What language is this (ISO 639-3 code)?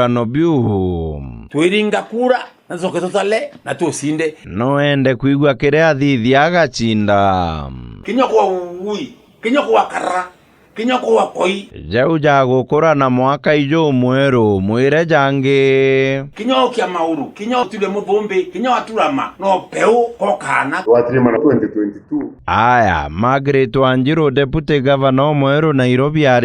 mer